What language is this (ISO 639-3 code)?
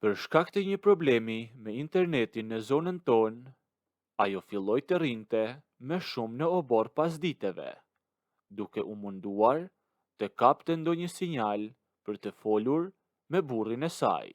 sqi